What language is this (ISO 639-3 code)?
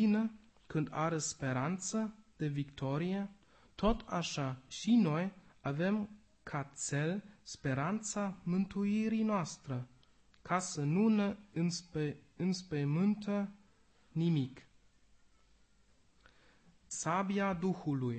ron